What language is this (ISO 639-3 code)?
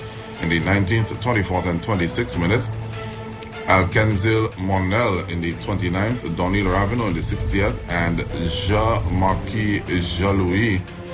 eng